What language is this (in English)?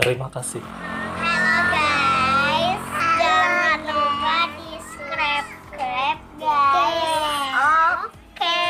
Banjar